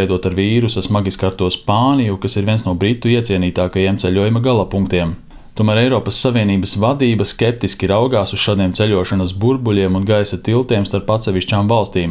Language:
Latvian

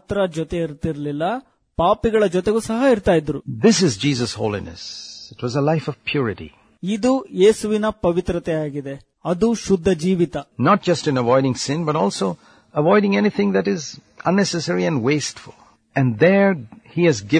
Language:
Kannada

